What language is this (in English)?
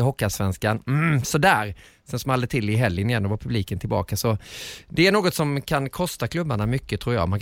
Swedish